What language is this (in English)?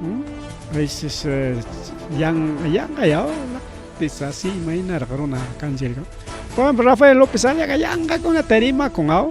Ayacucho Quechua